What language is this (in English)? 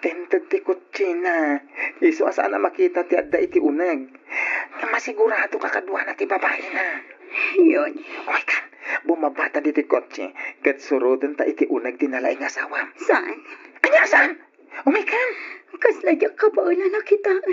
Iloko